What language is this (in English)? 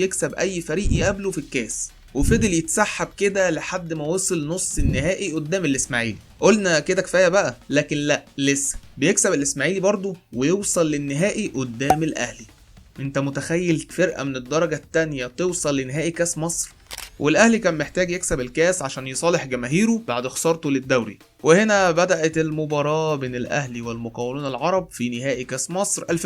Egyptian Arabic